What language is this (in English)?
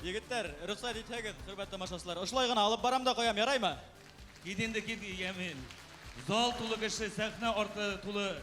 Bashkir